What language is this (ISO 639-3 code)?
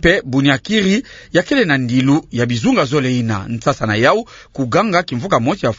ktu